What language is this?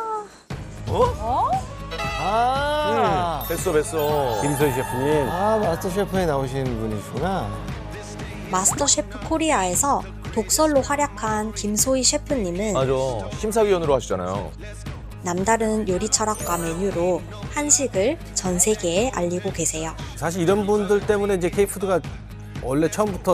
Korean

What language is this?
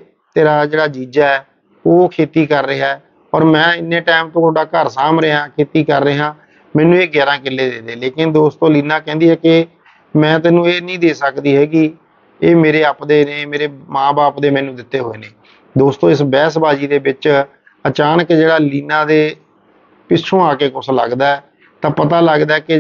Punjabi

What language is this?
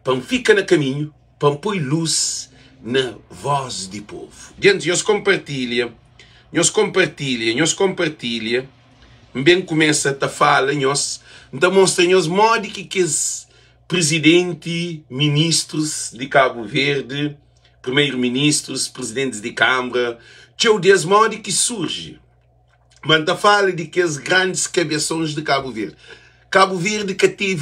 Kabuverdianu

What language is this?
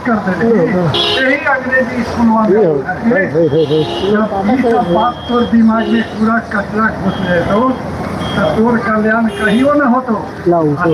Magahi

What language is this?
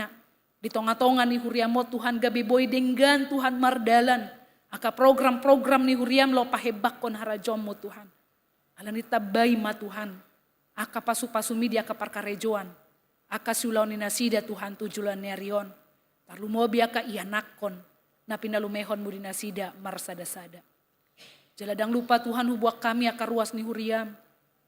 Batak Toba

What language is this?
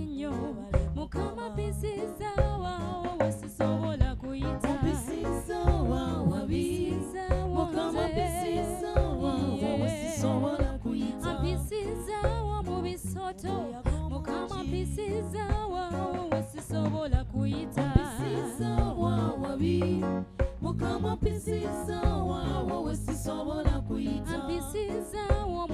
Ganda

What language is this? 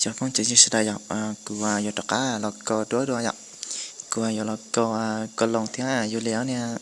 Hmong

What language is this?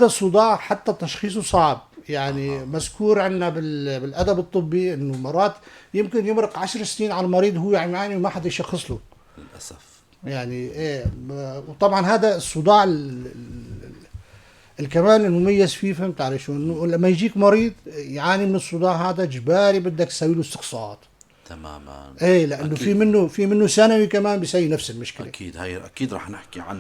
North Levantine Arabic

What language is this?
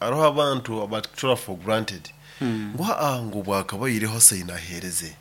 Nyoro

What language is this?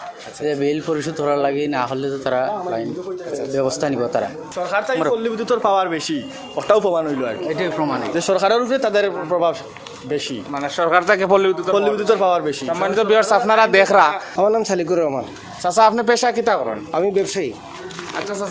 Sylheti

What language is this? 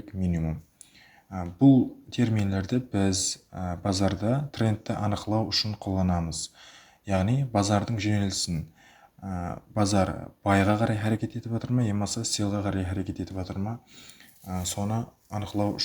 Kara-Kalpak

